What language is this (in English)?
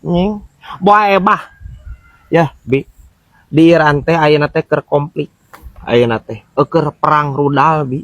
Sundanese